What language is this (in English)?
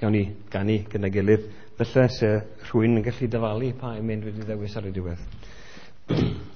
Welsh